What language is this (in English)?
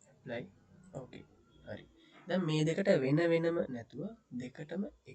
Sinhala